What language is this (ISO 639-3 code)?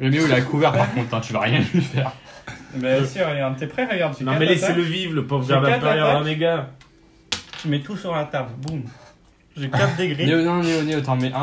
fra